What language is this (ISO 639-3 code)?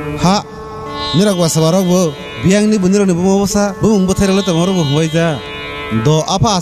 trp